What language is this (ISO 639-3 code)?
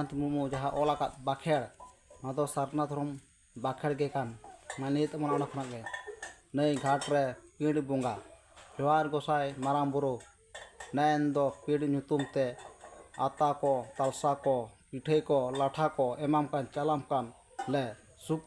sat